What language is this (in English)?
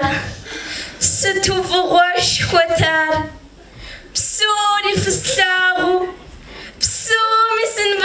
Kabardian